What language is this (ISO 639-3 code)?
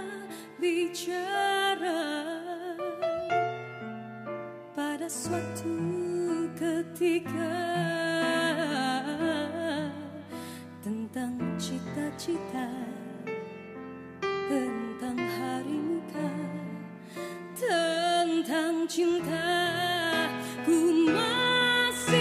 msa